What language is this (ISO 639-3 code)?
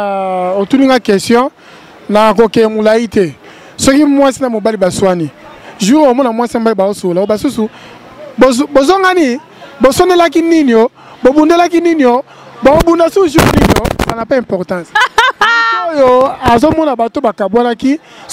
lin